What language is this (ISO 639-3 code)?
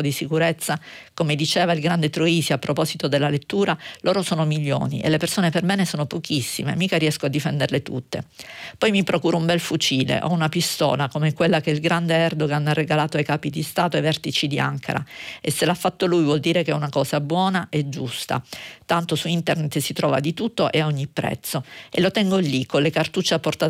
ita